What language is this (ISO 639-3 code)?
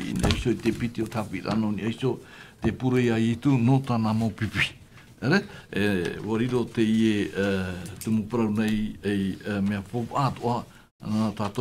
tah